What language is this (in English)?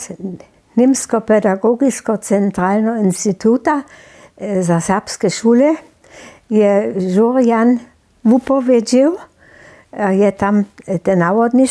Upper Sorbian